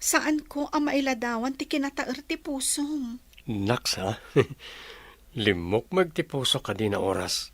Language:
Iloko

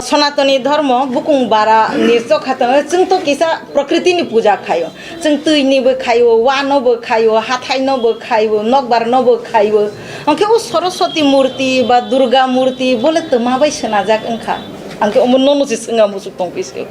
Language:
Kok Borok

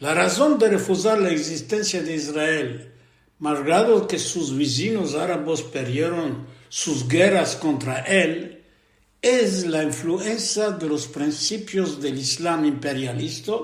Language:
Ladino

